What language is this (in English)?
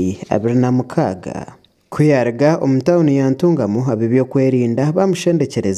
Nyankole